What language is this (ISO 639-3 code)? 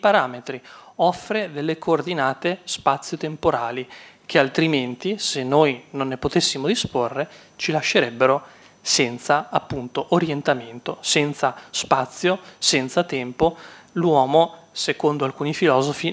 ita